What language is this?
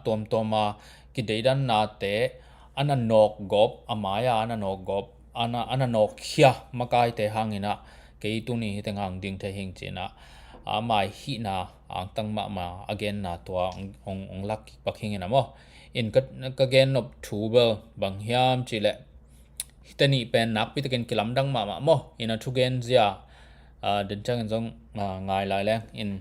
Tedim Chin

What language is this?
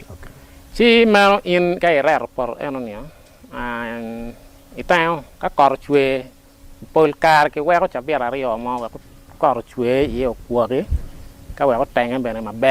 Acoli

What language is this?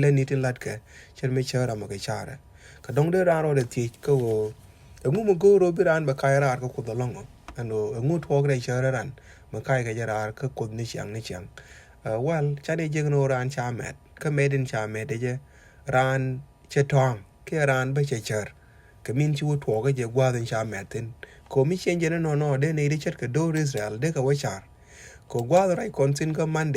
Nuer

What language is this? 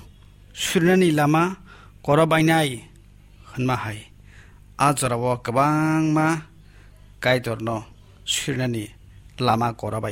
Kok Borok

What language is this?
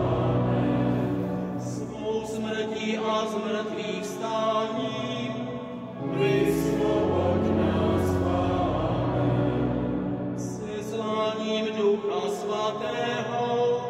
Czech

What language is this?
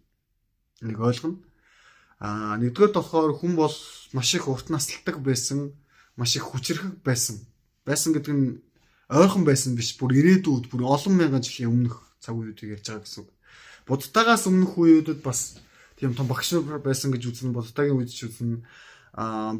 Mongolian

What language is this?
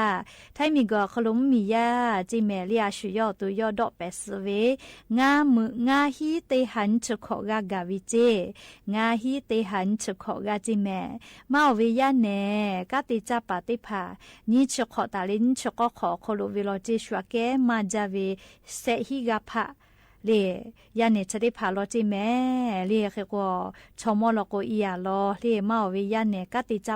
Lahu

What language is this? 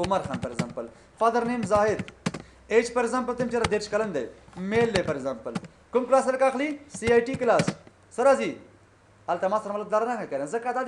Pashto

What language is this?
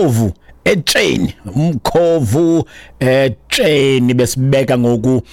Xhosa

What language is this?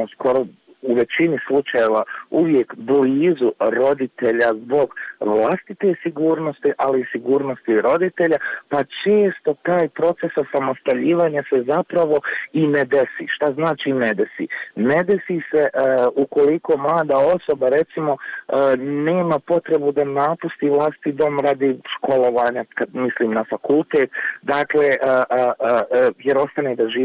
Bosnian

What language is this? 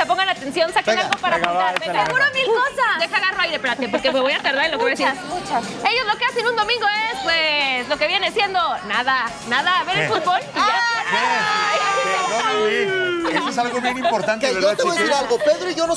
Spanish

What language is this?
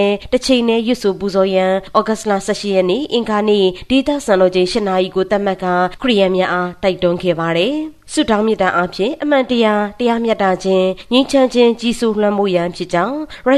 Burmese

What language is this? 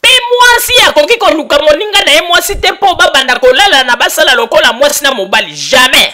Lingala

